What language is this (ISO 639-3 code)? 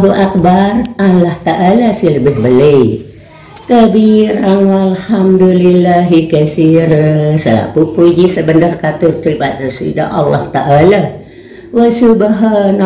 sas